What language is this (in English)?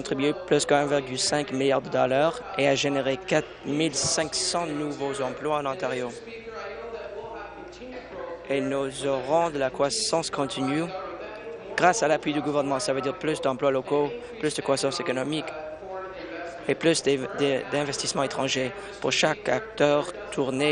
French